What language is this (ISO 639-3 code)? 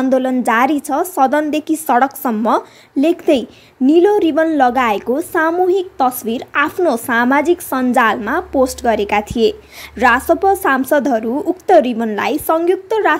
nep